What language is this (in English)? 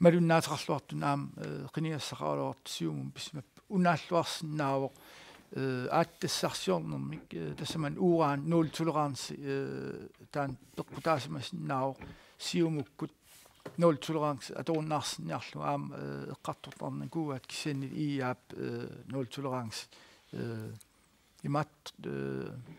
Kalaallisut